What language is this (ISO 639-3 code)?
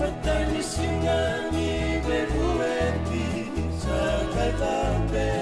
fij